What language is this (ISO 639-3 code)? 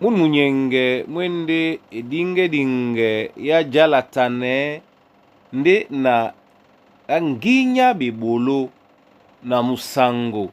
dua